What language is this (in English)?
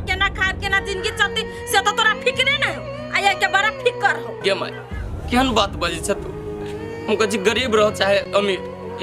Maithili